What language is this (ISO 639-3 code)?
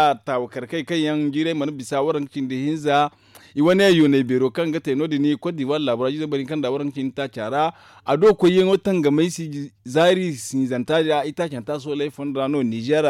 dje